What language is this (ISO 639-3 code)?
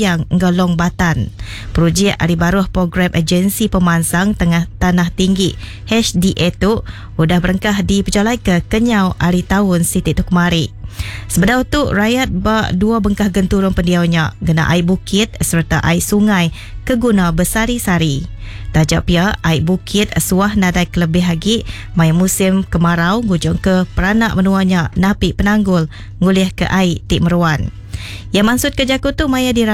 iba